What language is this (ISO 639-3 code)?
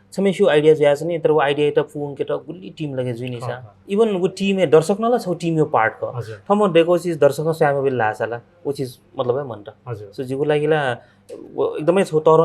new